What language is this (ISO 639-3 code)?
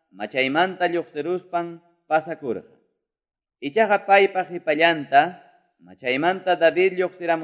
que